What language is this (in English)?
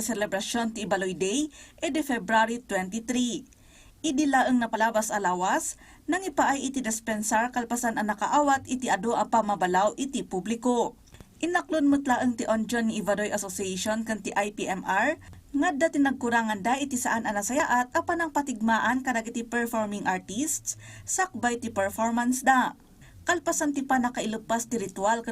Iloko